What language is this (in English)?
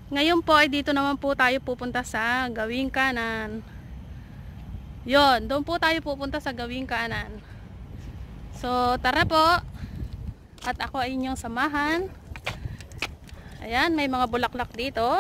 Filipino